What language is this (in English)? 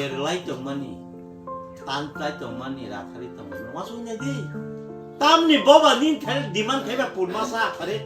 Kok Borok